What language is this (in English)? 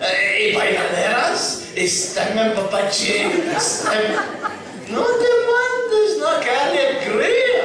Ladino